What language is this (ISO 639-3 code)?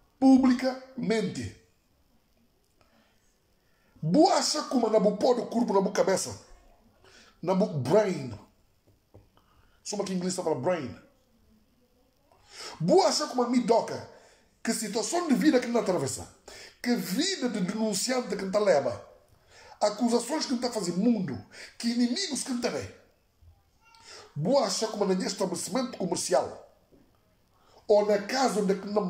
pov